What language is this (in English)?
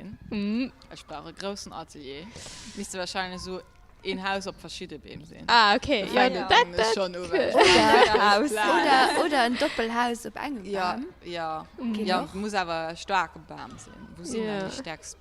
Luxembourgish